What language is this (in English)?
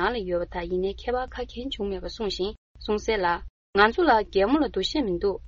Tibetan